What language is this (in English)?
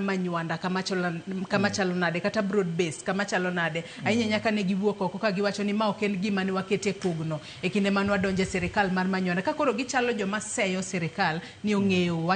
Luo (Kenya and Tanzania)